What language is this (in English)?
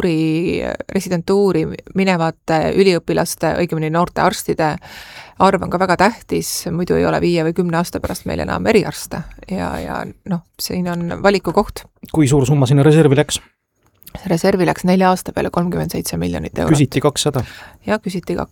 Estonian